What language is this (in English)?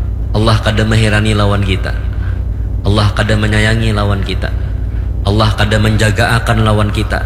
Banjar